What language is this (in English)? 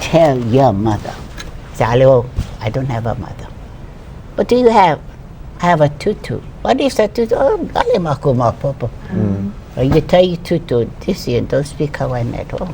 Hawaiian